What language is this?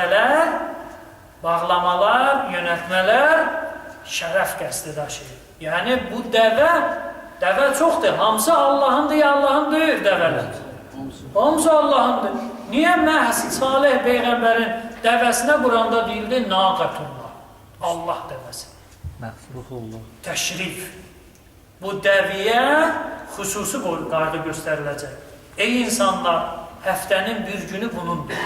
Azerbaijani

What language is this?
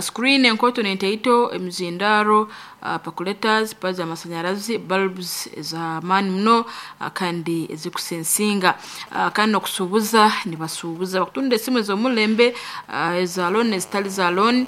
Nyankole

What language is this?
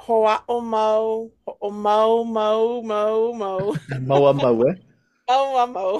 Hawaiian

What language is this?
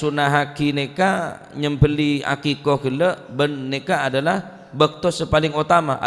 Madurese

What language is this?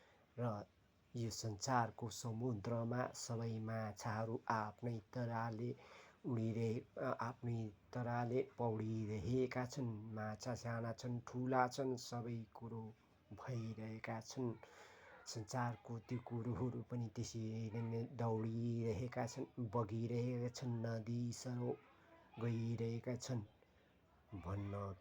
Nepali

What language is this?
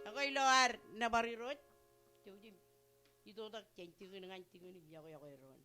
Marshallese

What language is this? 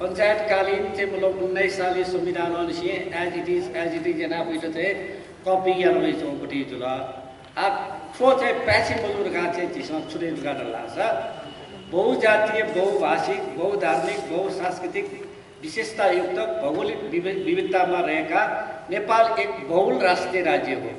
Newari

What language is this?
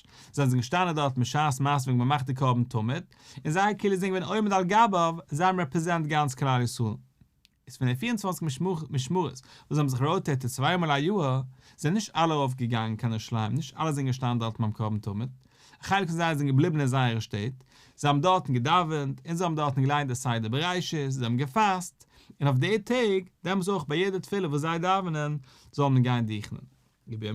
Yiddish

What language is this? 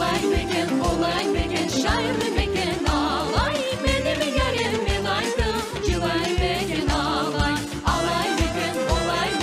Crimean Tatar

